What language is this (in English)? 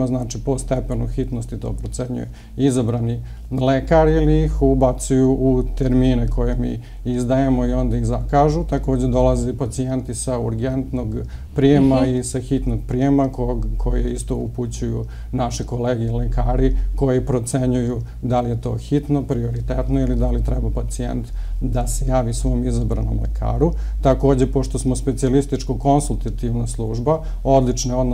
Serbian